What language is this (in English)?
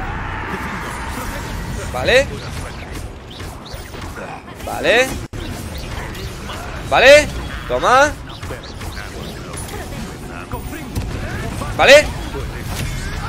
Spanish